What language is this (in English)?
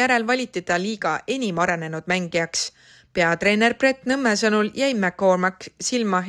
Estonian